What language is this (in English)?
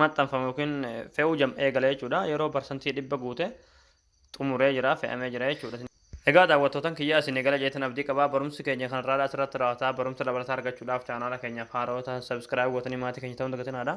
Oromo